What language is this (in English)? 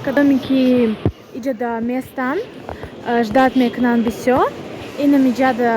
Tajik